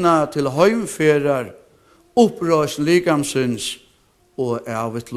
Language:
Faroese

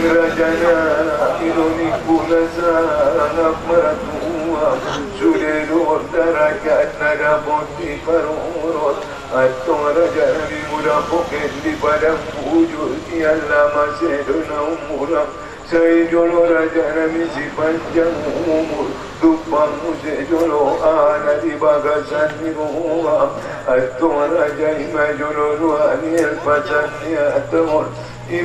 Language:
Batak Angkola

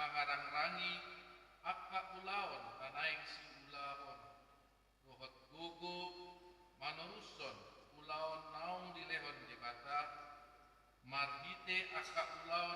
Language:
Batak Toba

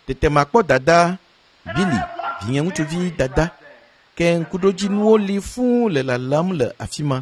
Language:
Ewe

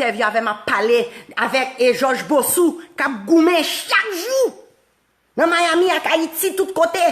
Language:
Haitian Creole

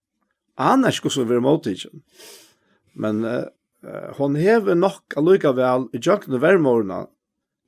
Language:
Faroese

